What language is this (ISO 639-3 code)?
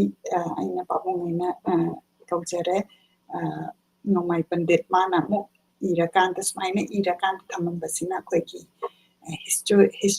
mni